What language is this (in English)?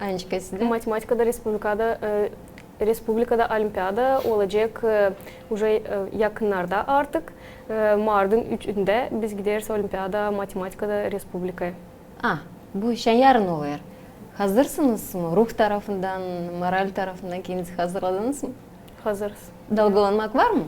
Gagauz